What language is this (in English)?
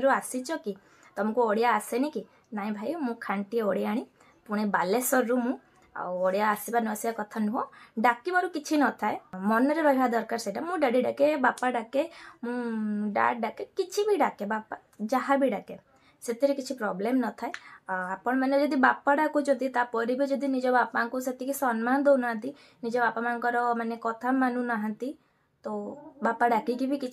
Odia